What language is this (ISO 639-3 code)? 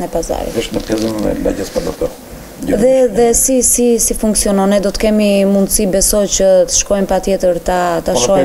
sqi